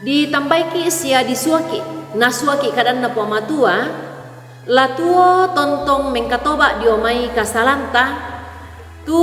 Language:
Toraja-Sa'dan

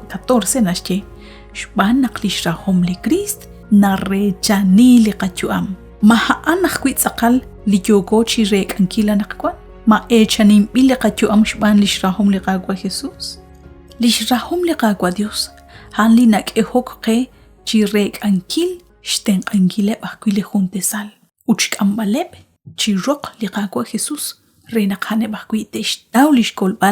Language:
Kekchí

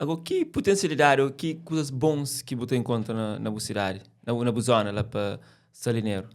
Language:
Kabuverdianu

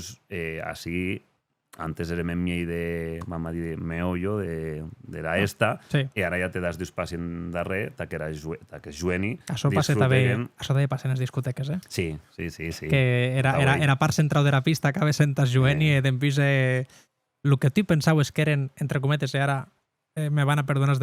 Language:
Occitan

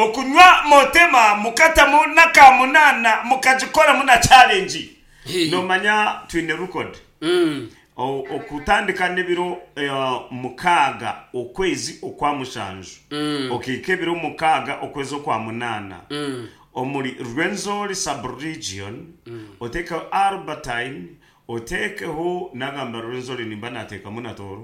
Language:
Nyankole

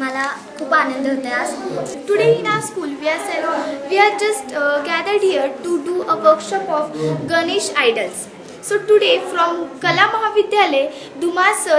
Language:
Marathi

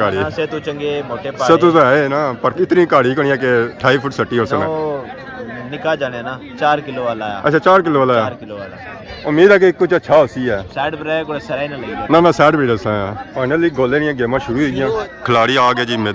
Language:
Pahari-Potwari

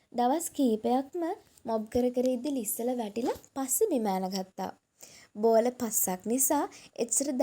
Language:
Sinhala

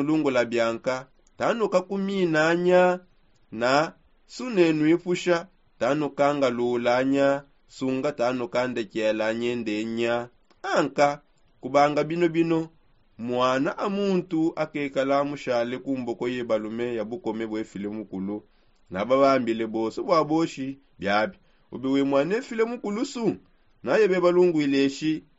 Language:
Songe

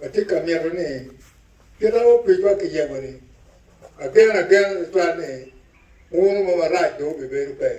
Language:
Acoli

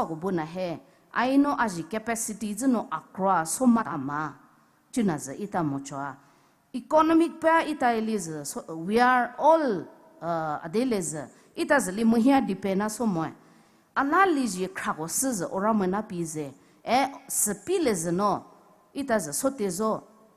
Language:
Poumei Naga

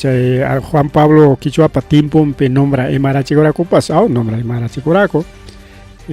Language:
Ayacucho Quechua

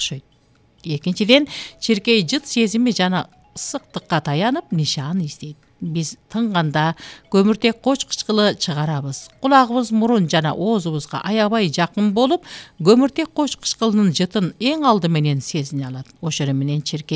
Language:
Kyrgyz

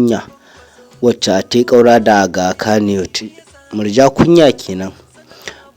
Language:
Hausa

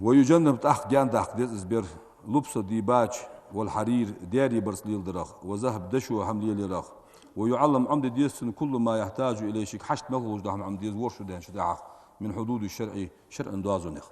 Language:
Ingush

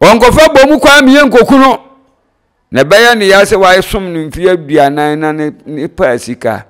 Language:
Akan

